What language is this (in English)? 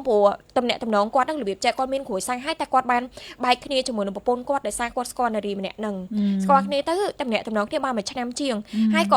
Khmer